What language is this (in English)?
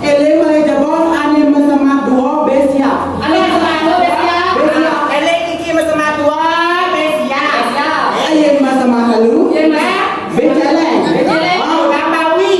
Balinese